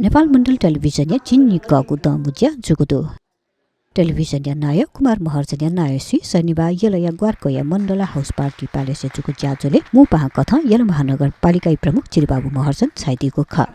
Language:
Newari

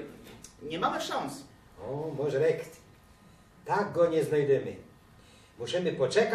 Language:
Silesian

